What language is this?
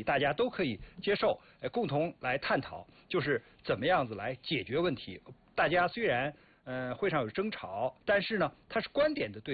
Chinese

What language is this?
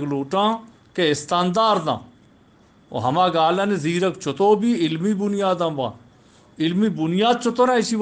Eastern Balochi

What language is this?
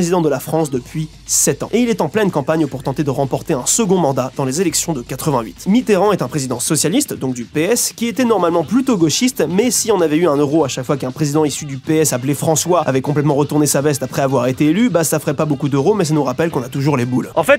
French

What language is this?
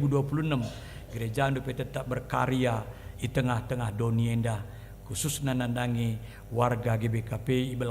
Batak Karo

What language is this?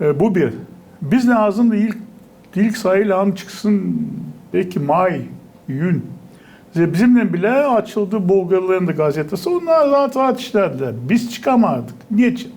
Gagauz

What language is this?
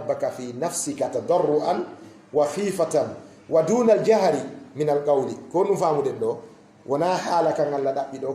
Fula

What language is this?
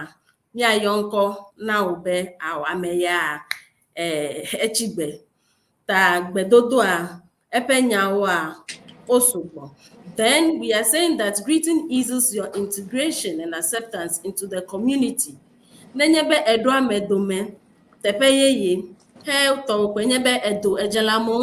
Ewe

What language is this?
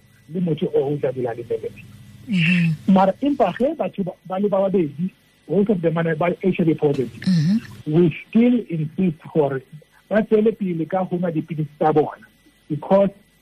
Tswana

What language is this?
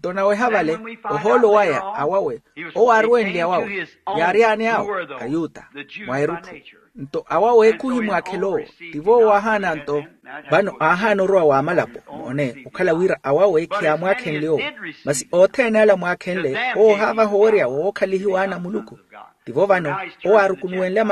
Makhuwa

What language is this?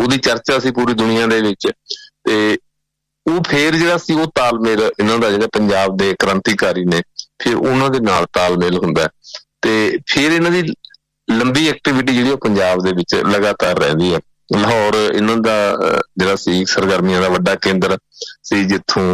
Punjabi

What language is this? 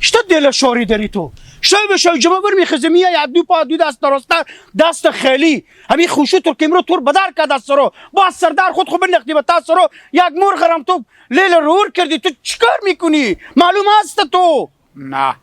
Hazaragi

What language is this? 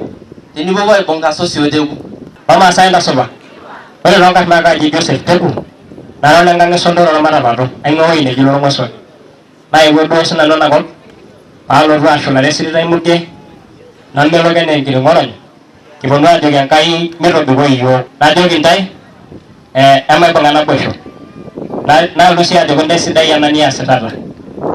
Masai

